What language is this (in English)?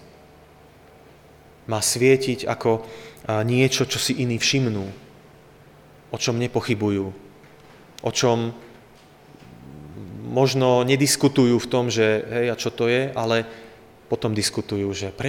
Slovak